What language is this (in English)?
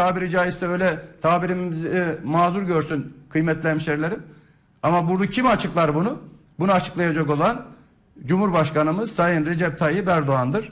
Turkish